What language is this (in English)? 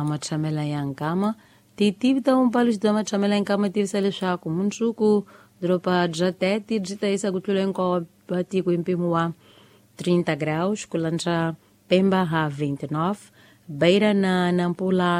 Tsonga